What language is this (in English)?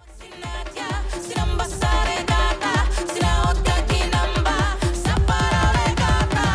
Hiligaynon